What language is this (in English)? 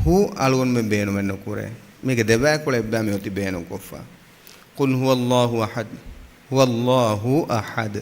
Divehi